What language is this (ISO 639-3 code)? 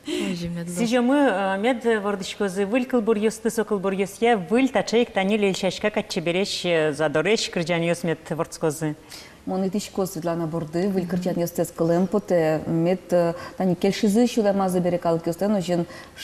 udm